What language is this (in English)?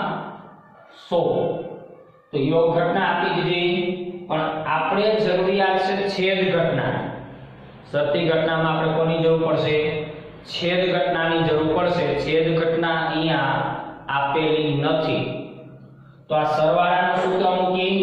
Gujarati